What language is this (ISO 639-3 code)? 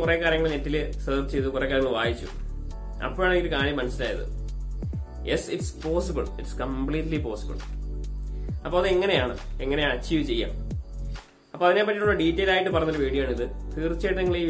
mal